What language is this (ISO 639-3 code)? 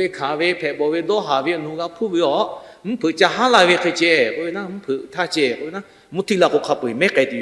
lhu